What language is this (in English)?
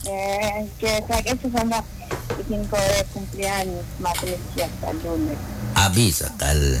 Kekchí